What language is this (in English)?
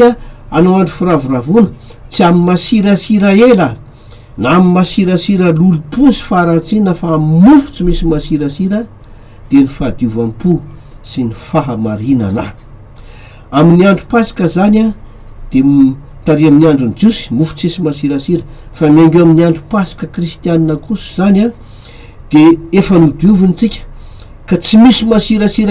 Malagasy